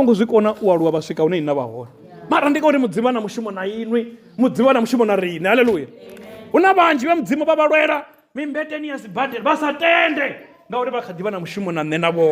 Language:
Venda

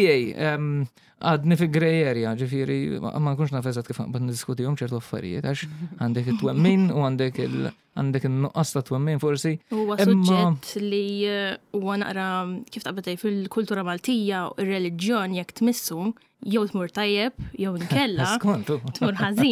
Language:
Maltese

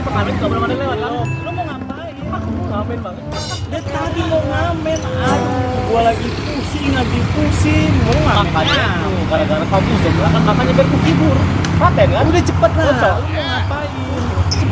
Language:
Betawi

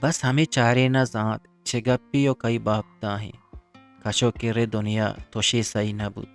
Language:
Eastern Balochi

